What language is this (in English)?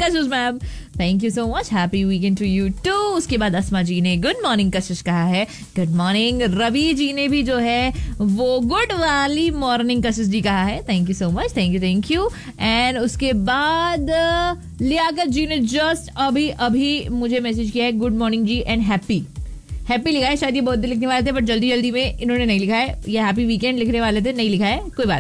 Hindi